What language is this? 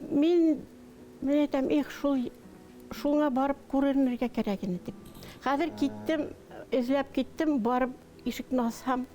Bashkir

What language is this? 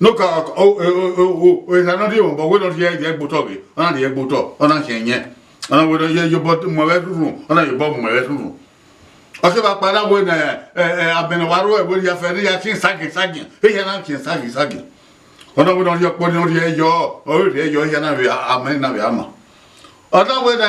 Bini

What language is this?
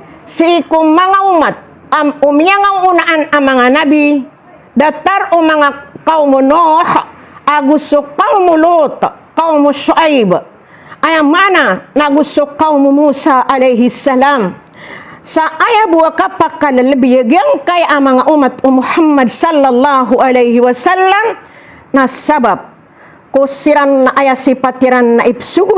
Maranao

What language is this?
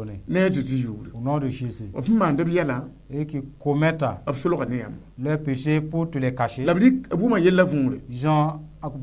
Mossi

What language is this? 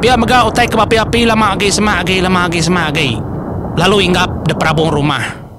Iban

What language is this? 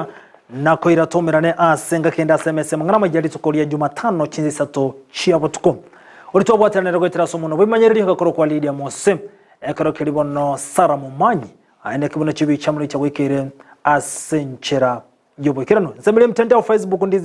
Gusii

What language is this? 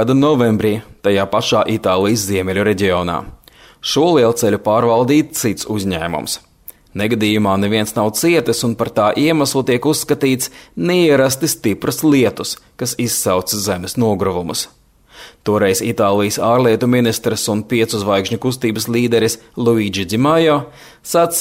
Latvian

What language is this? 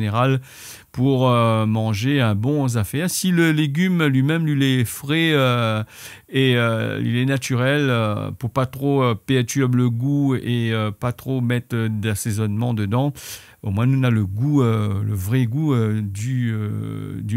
Réunion Creole French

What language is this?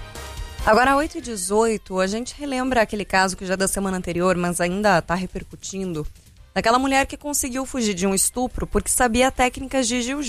Portuguese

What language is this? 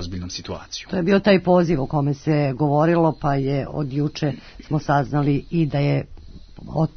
Serbian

